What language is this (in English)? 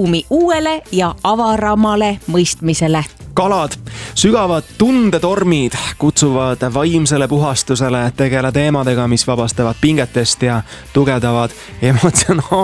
Estonian